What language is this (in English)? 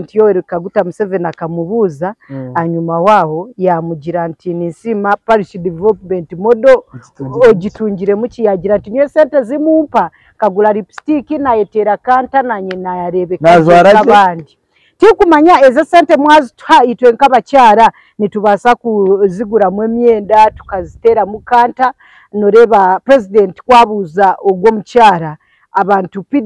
Nyankole